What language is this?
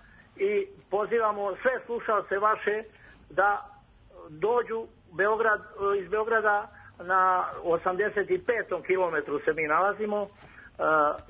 Serbian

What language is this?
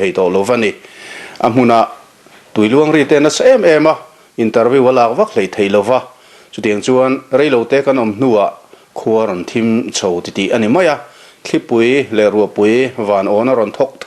Mizo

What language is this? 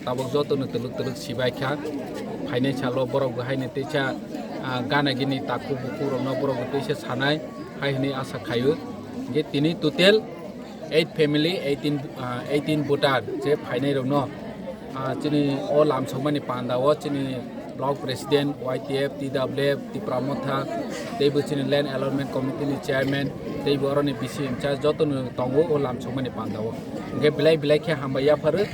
Kok Borok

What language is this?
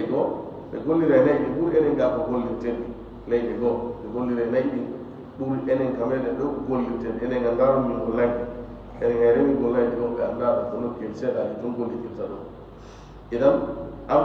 Fula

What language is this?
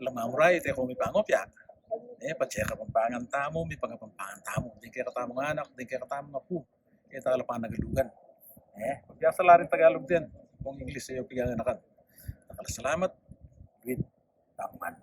Pampanga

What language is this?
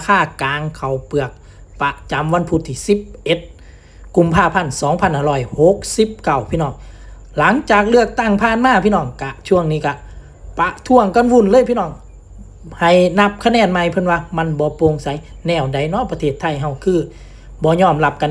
Northeastern Thai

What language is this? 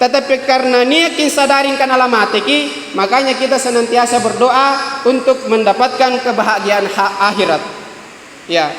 Makasar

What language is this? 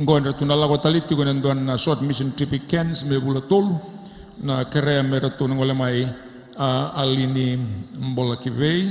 Fijian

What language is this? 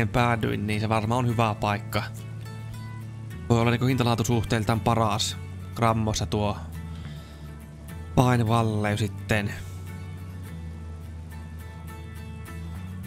Finnish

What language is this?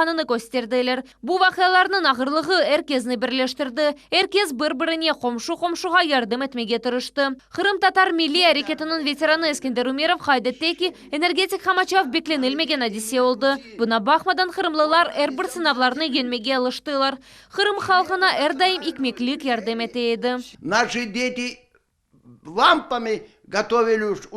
Crimean Tatar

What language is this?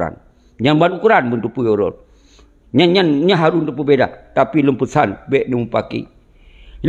Achinese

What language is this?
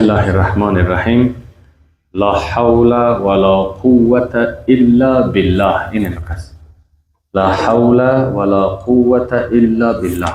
Persian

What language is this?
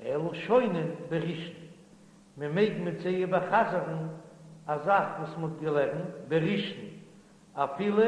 Yiddish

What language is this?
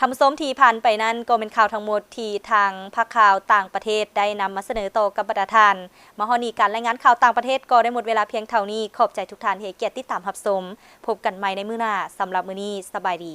Lao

